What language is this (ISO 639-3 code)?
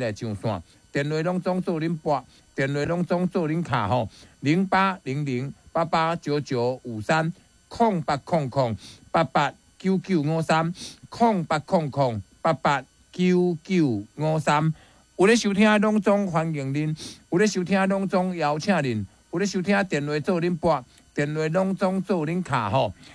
nan